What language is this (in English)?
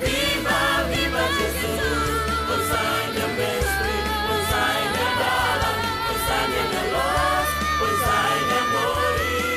Tetum